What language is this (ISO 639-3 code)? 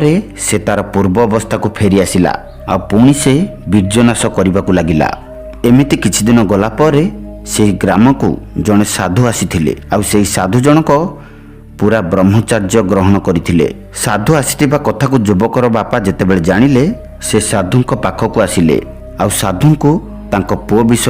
ori